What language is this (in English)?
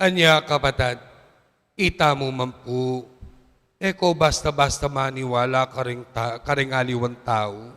Pampanga